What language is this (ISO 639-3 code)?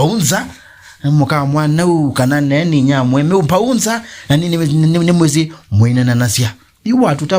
kam